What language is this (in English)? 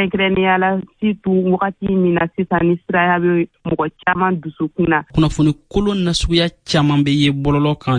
Bambara